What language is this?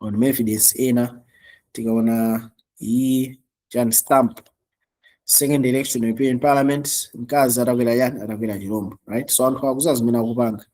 Nyanja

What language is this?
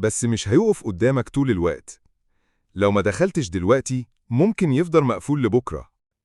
Egyptian Arabic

